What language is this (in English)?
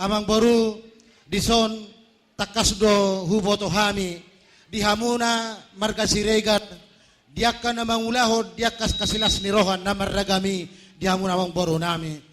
Batak Toba